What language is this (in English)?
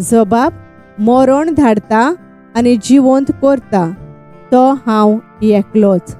Konkani